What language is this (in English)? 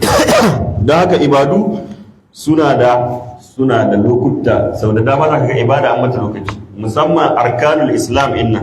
Hausa